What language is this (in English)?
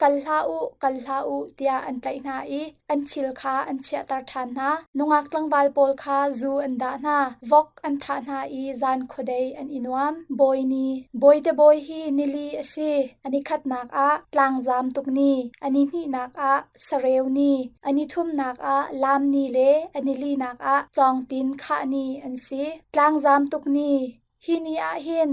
Hakha Chin